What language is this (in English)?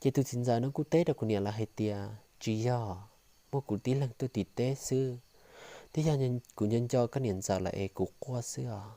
Hmong